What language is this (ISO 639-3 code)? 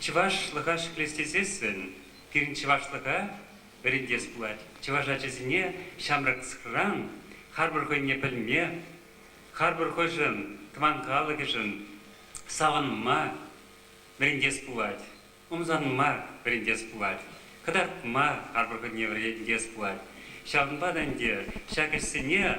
chv